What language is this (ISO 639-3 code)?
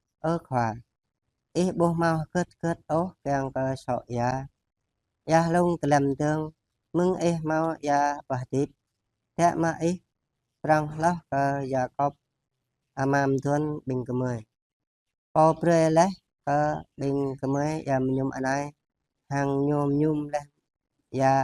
jra